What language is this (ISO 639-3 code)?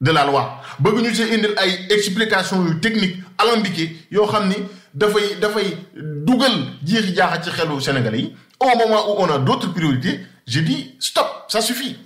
wol